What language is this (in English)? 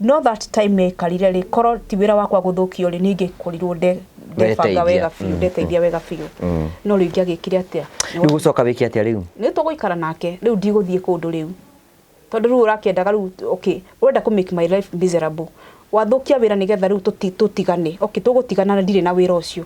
Kikuyu